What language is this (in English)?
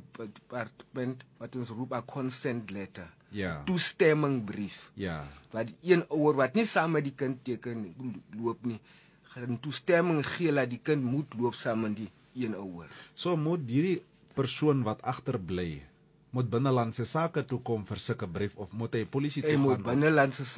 Afrikaans